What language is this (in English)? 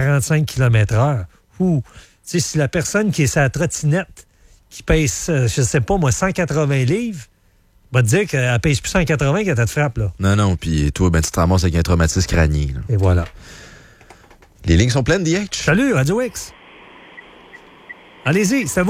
French